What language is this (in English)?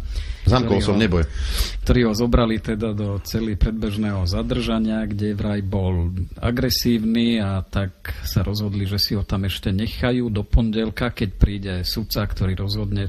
Slovak